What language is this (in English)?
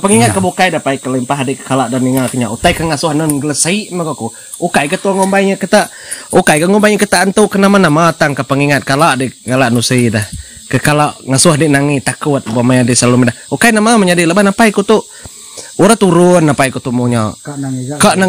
Iban